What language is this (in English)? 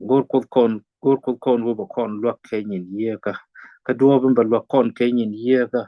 Nuer